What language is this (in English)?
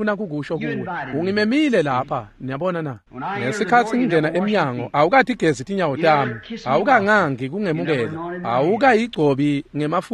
Swati